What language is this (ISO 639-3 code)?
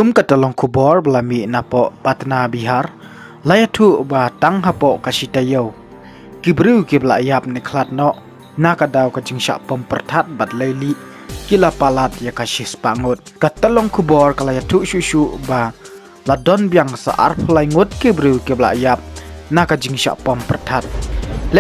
kha